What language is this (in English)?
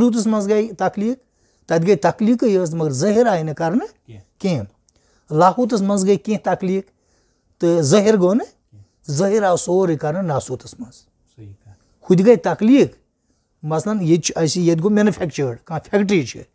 Kashmiri